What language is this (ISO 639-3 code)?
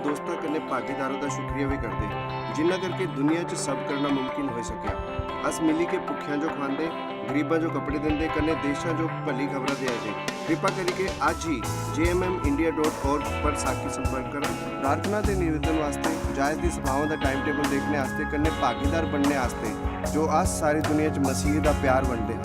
doi